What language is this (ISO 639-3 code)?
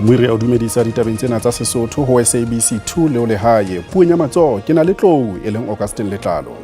sot